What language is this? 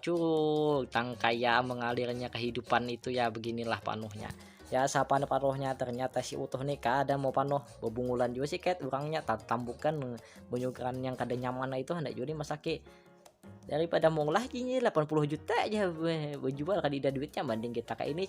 Banjar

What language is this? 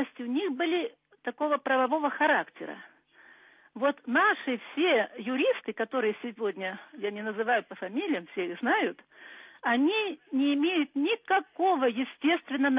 Russian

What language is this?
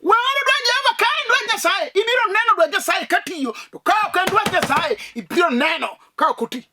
Luo (Kenya and Tanzania)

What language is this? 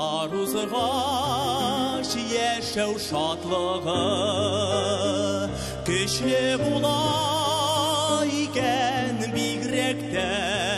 Tatar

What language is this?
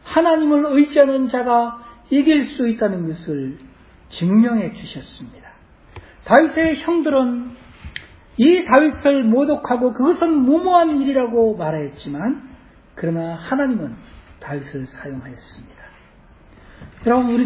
Korean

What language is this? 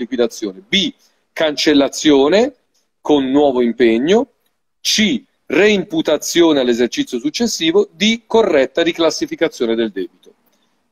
Italian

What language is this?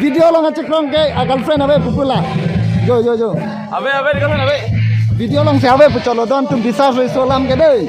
Karbi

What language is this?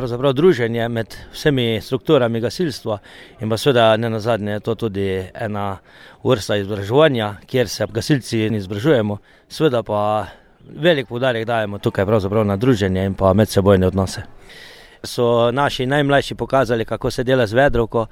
Slovenian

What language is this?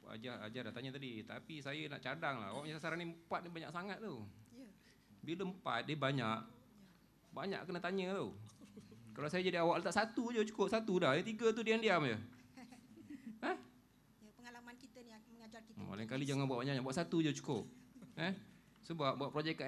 Malay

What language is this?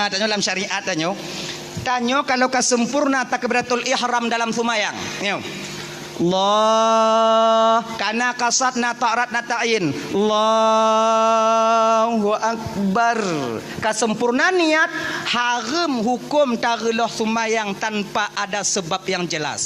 Achinese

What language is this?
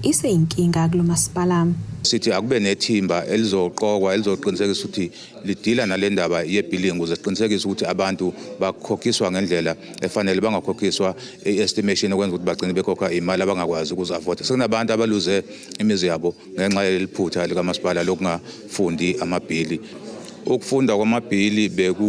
Zulu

